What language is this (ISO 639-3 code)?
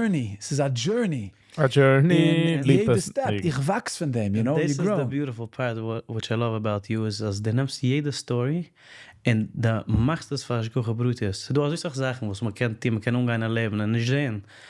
yid